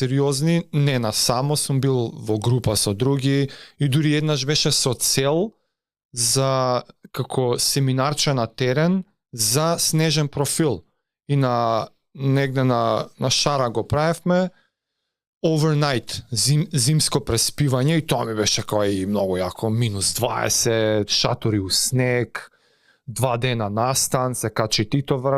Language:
Macedonian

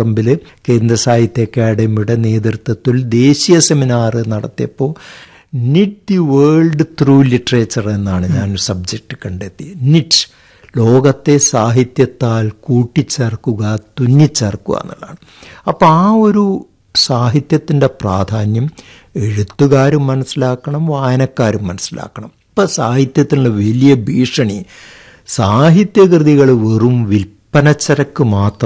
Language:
Malayalam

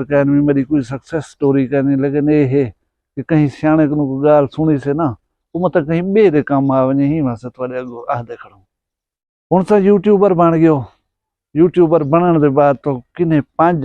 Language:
Saraiki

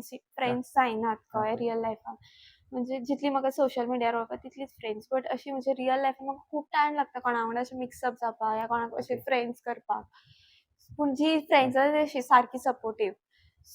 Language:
Konkani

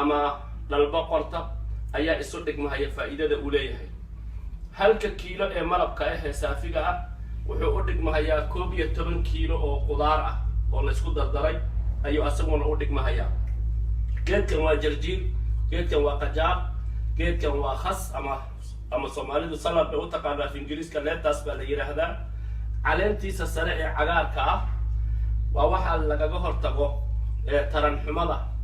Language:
Somali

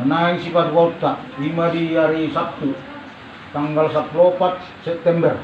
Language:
Batak Toba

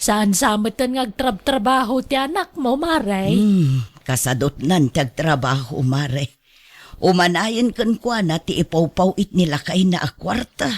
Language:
Iloko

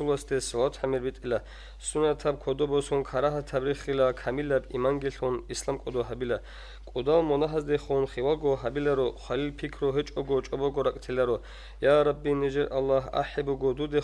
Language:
Avaric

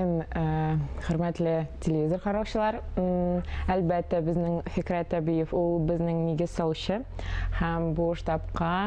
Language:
Tatar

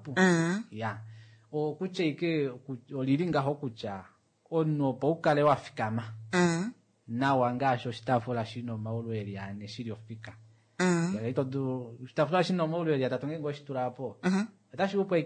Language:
Kuanyama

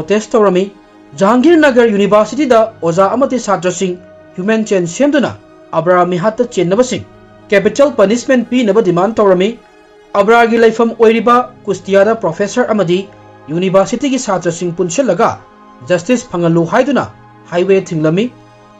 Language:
Manipuri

